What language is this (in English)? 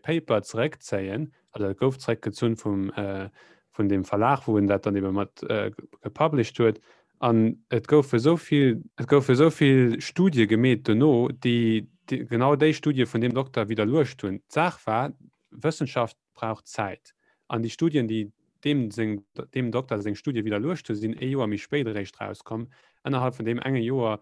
Luxembourgish